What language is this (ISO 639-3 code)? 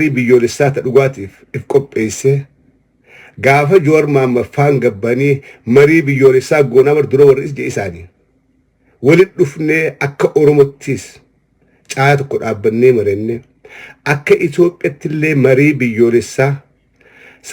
orm